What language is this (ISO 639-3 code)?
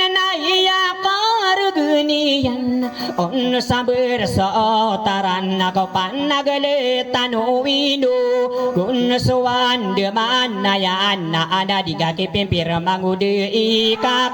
mrw